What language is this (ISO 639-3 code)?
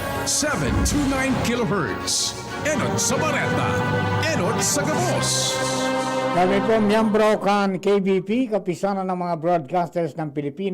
bik